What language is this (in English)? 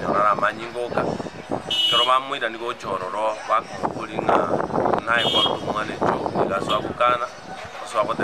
Gusii